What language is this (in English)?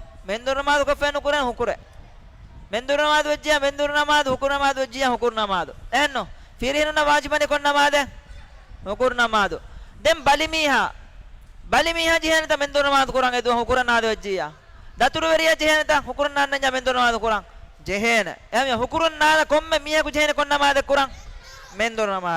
Divehi